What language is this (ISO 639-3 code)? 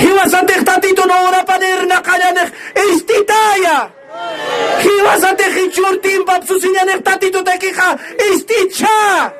aym